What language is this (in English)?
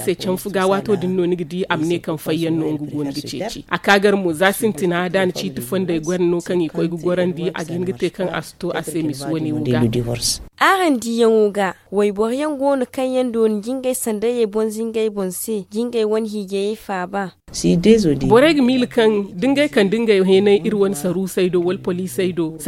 Zarma